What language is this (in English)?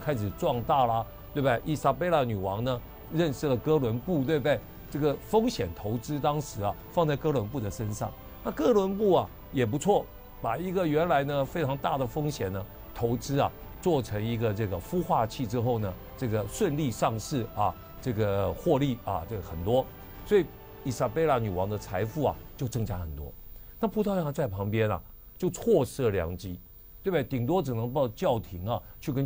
Chinese